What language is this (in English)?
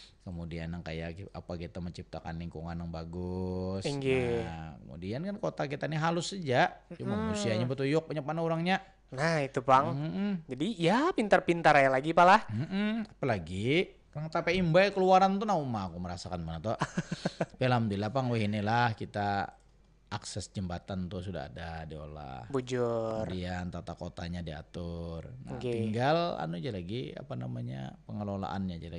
Banjar